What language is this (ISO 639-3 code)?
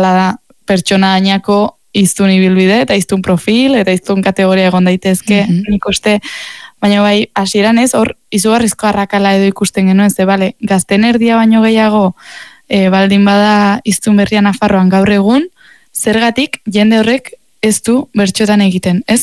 eus